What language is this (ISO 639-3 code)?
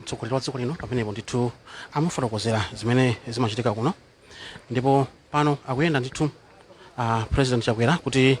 nya